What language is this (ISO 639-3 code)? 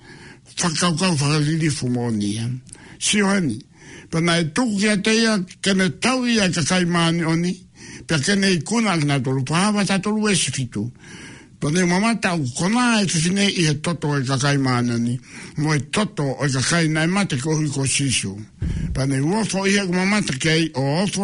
ton